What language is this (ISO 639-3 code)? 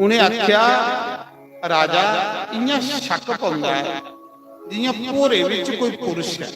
doi